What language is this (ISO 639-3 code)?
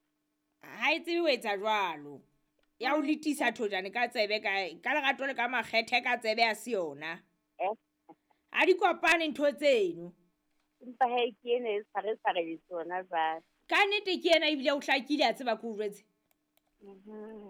sot